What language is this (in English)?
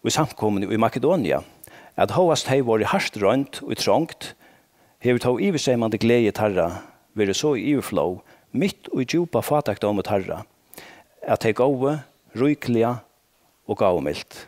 Faroese